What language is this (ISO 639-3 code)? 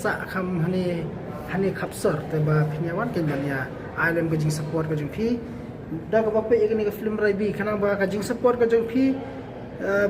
kha